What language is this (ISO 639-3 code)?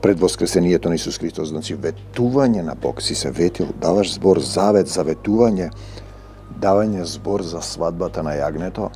mkd